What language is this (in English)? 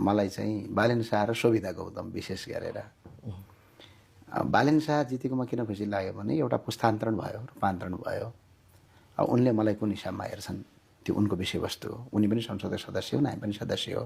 Nepali